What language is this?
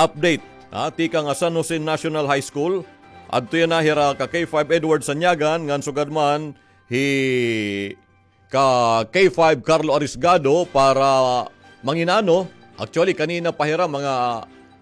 Waray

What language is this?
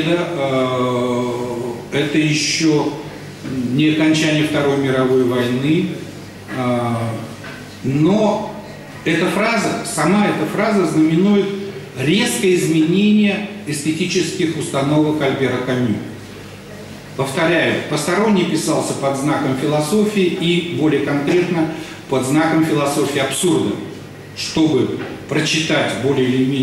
Russian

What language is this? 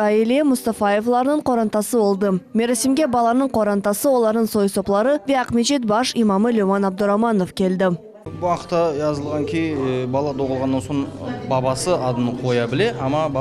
Crimean Tatar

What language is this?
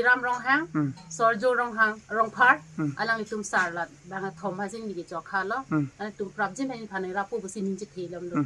Karbi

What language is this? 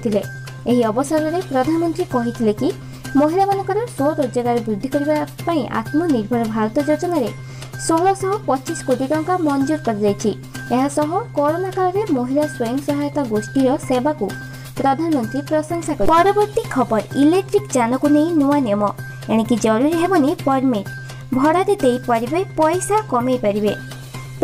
Odia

